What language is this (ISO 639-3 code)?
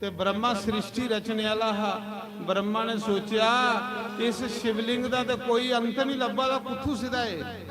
doi